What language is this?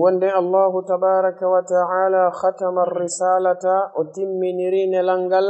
Fula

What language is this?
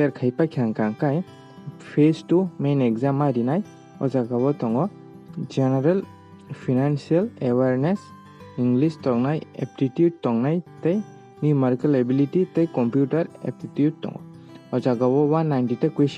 Kok Borok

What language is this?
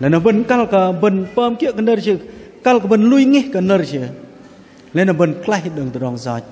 Bahnar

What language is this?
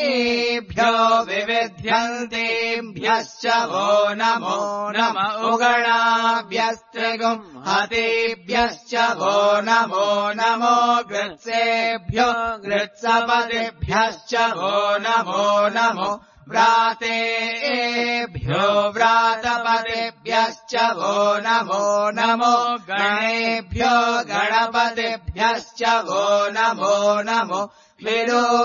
Sanskrit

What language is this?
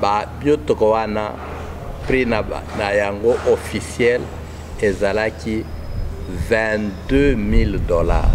Lingala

